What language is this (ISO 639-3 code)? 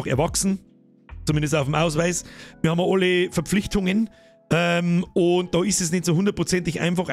bar